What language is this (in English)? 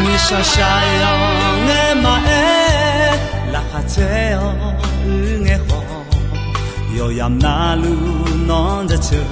Akha